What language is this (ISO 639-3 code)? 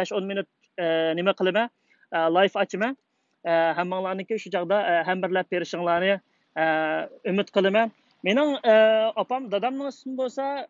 uig